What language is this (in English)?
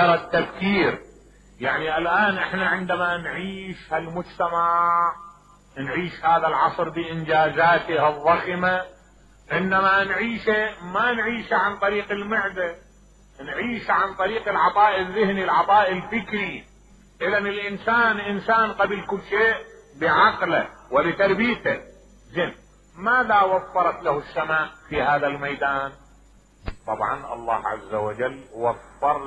Mesopotamian Arabic